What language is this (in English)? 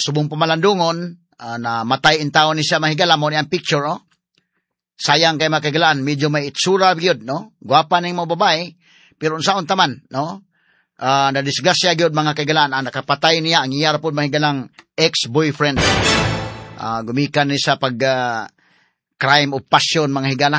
Cebuano